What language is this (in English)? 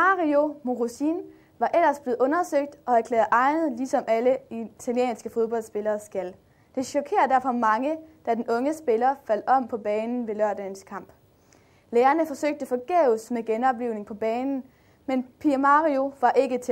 Danish